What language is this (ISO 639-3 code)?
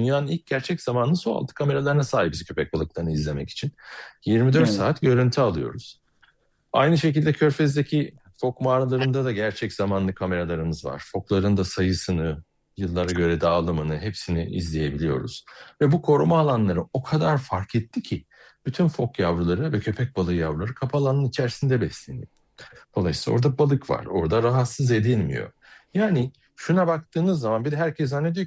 tur